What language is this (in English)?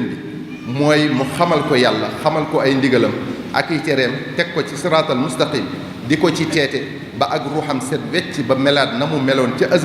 Wolof